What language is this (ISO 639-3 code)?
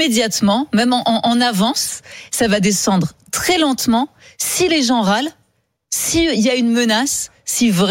fra